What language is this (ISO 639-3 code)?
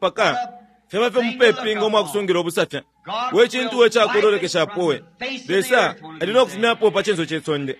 bem